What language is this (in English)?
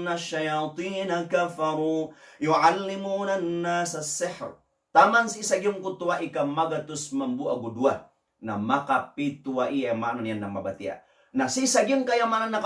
Maranao